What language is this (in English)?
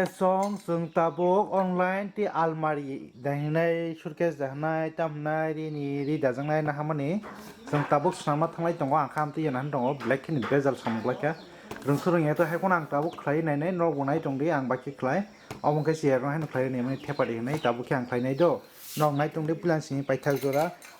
Kok Borok